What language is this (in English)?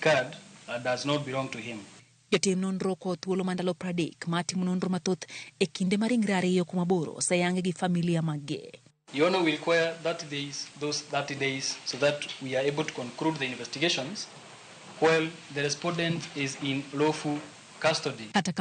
Luo (Kenya and Tanzania)